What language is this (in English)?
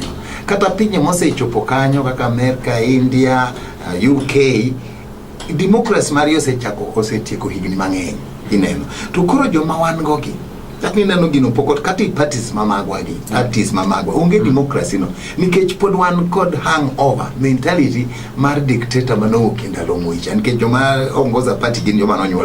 Luo (Kenya and Tanzania)